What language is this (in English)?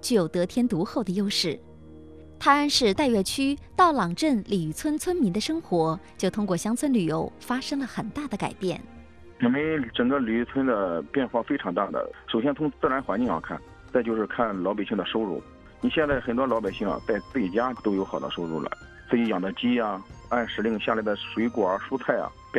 Chinese